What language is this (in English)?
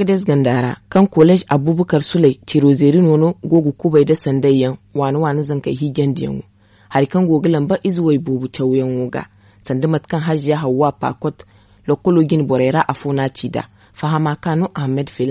Zarma